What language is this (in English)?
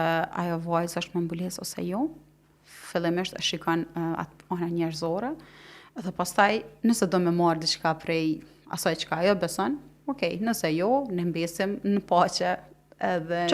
Albanian